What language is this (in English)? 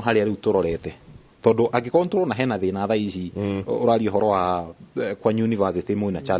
Kikuyu